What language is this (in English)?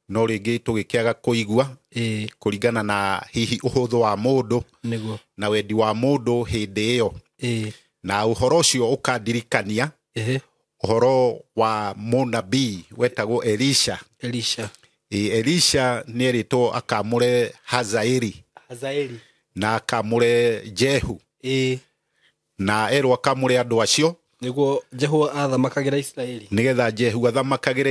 Kikuyu